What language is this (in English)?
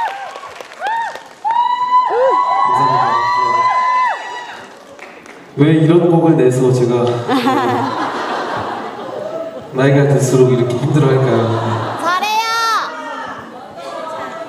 Korean